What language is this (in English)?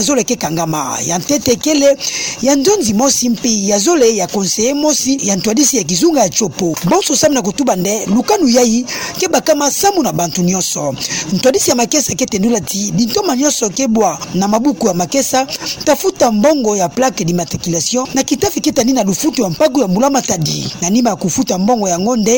Kituba (Democratic Republic of Congo)